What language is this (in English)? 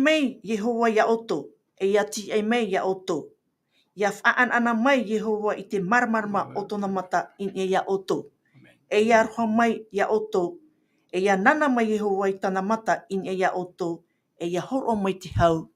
Tahitian